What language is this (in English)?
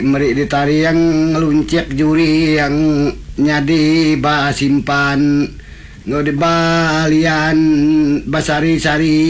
Iban